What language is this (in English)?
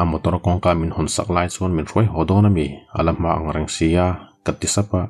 Mizo